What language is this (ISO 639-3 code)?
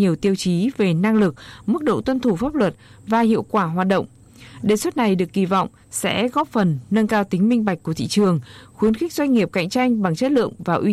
vie